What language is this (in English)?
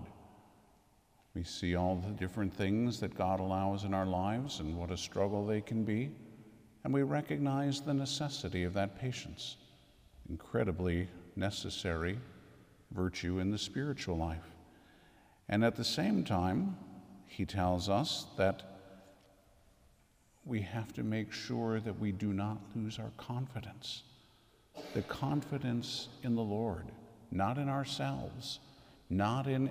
English